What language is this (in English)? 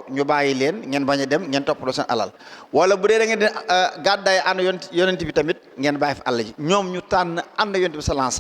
Wolof